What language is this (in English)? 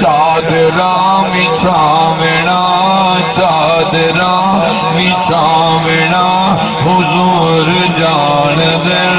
Saraiki